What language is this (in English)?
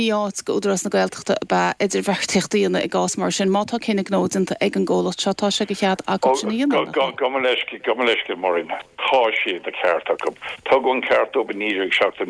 Irish